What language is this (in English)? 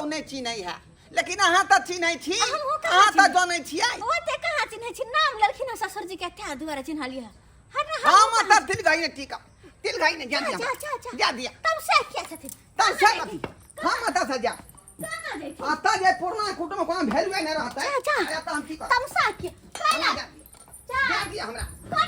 Maithili